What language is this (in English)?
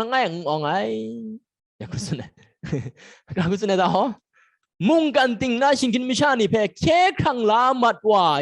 Kachin